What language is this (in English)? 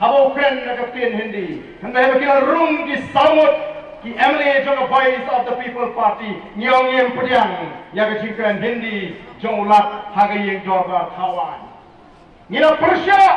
Khasi